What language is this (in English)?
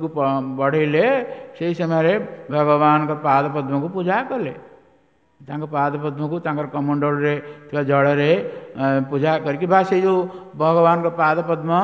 Odia